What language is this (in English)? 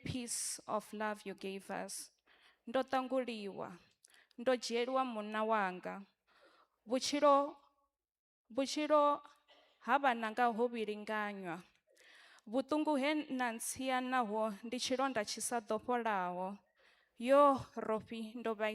Venda